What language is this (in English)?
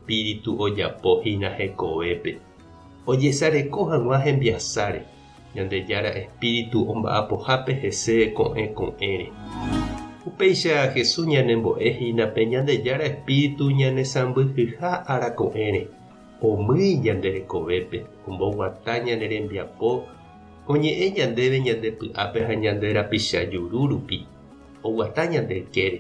Guarani